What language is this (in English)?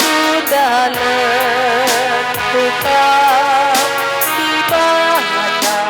Batak Karo